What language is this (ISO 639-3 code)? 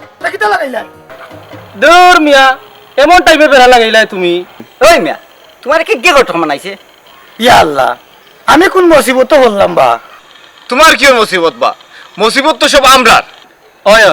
syl